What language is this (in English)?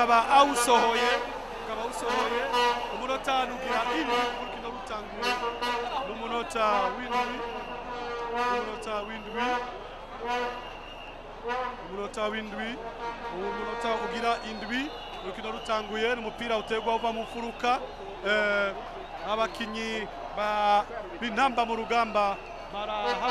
Rundi